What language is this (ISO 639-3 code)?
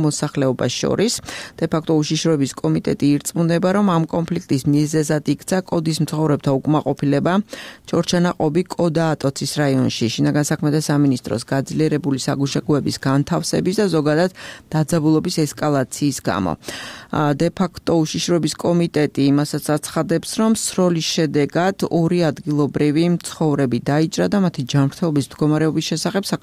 kat